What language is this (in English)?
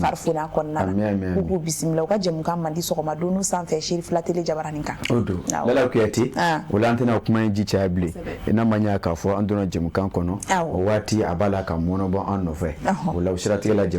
Bambara